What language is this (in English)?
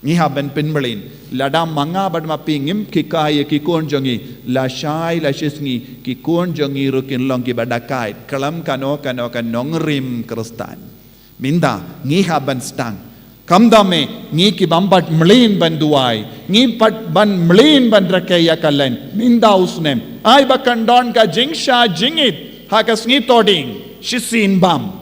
Khasi